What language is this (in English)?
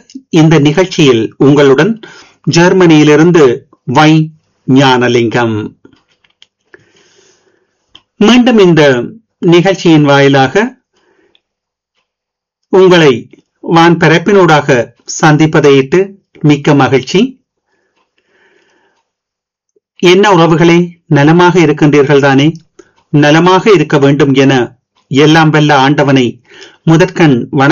Tamil